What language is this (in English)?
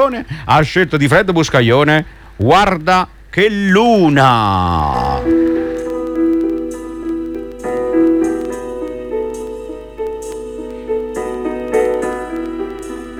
Italian